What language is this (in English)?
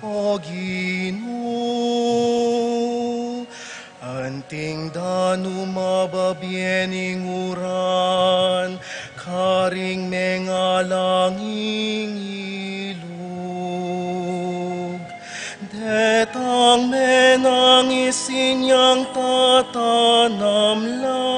Pampanga